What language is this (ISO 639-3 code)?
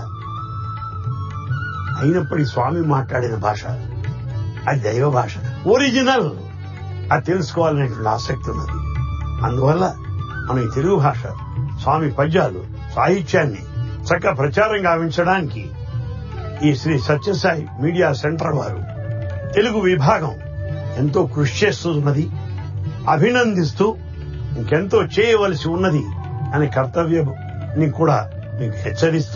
tel